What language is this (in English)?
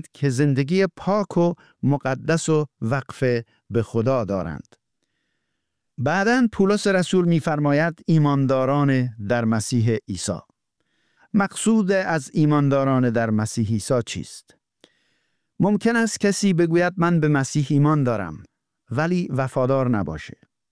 Persian